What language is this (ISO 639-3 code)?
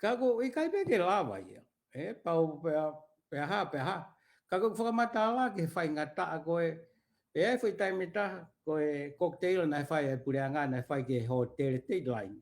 ton